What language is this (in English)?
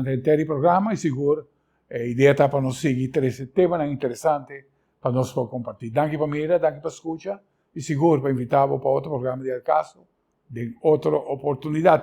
Papiamento